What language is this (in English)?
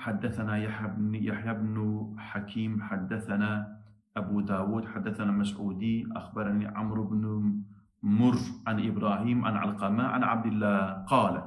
Kurdish